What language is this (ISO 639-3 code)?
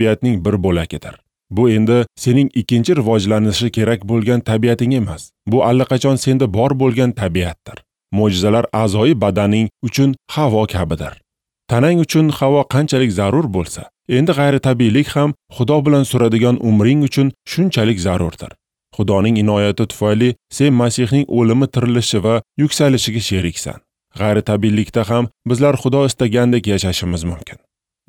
uzb